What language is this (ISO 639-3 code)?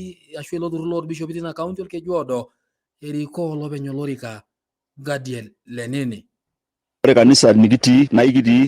mas